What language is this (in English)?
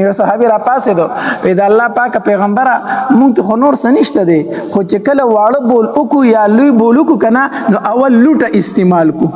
Pashto